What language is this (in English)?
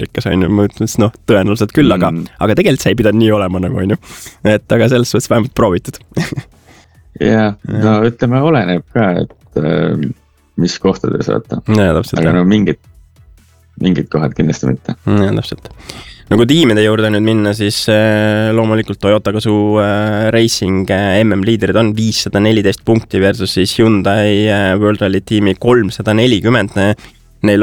Estonian